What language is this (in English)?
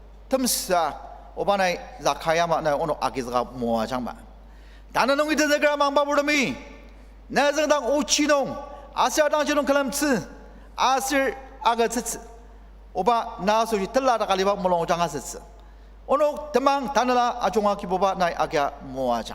Ao Naga